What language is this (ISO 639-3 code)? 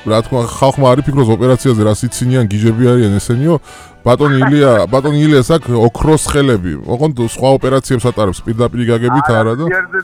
kat